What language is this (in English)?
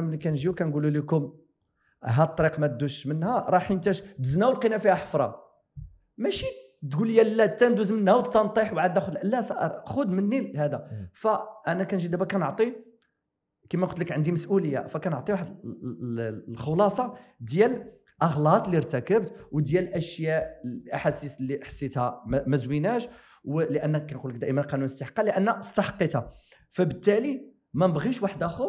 Moroccan Arabic